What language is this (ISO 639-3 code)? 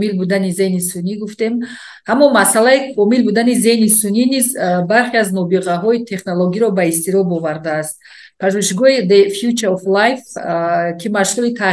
tgk